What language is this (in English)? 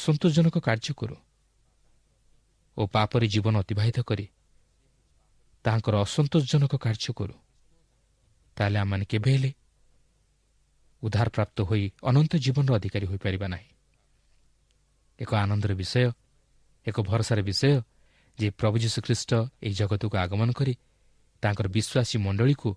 Odia